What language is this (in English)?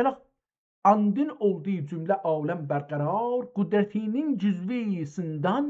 South Azerbaijani